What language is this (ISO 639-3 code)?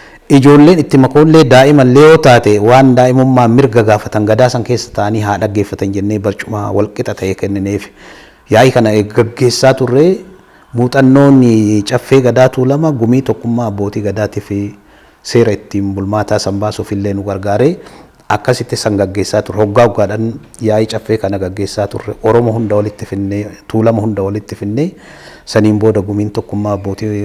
orm